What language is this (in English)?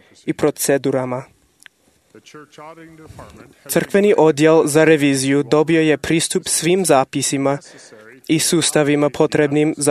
Croatian